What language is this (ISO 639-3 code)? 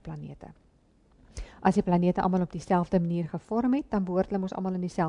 afr